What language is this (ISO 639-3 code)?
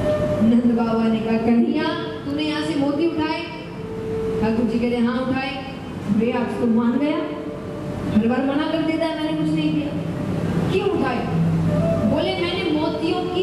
hin